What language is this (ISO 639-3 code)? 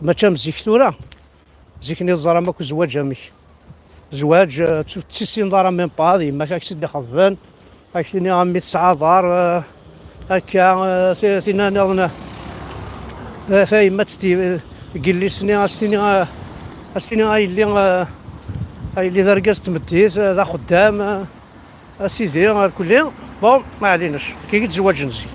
kab